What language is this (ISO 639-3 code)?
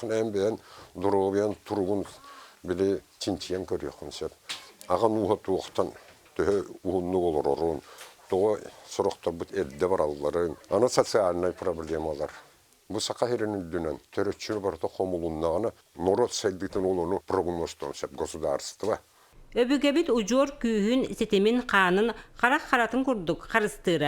sah